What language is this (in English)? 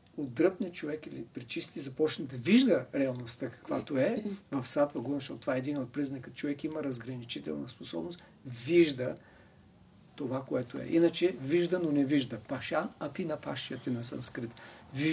Bulgarian